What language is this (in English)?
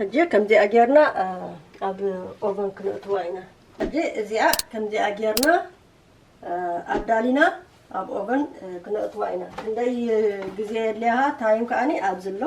Tigrinya